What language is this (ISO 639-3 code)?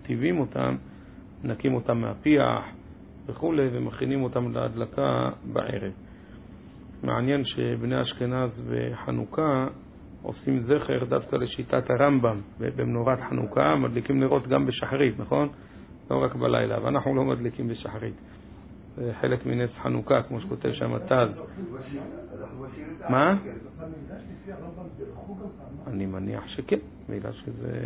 heb